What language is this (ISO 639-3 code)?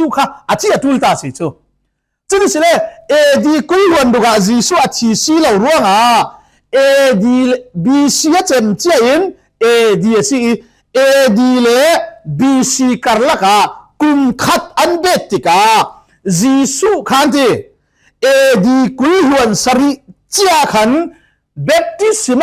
cfm